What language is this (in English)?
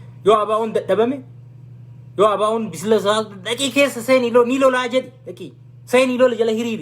Oromo